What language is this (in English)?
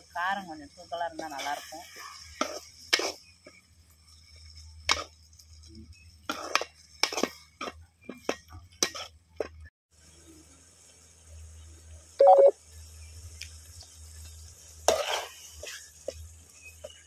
Tamil